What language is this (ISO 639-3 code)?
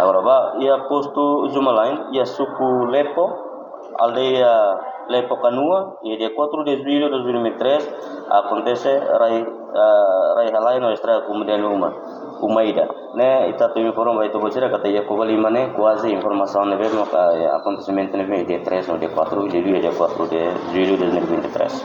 tet